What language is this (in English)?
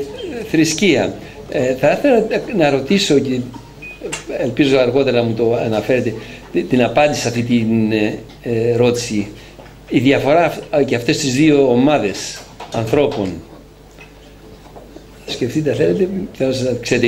Greek